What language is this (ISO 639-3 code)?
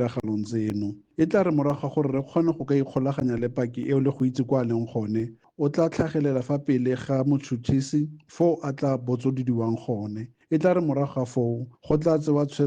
tsn